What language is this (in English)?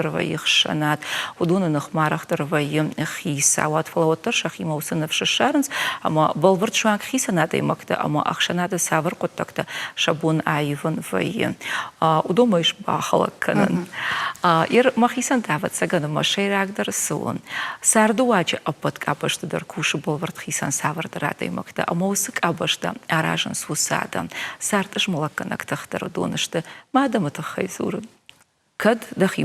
Ossetic